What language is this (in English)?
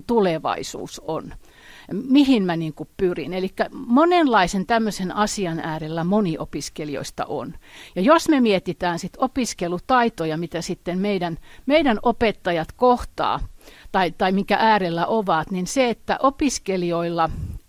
Finnish